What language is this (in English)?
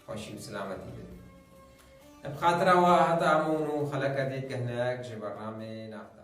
Kurdish